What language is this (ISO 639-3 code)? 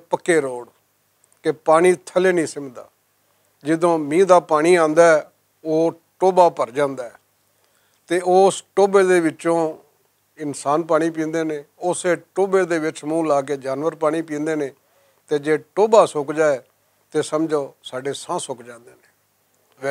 lah